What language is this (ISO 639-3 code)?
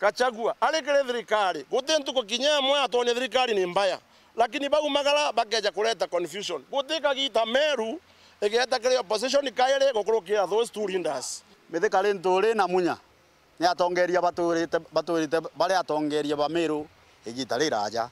mer